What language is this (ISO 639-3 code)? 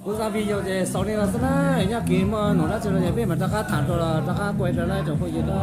hmn